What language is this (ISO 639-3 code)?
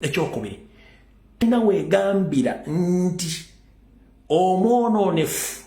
lug